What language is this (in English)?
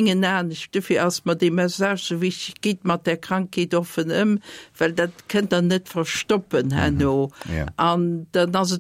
Luxembourgish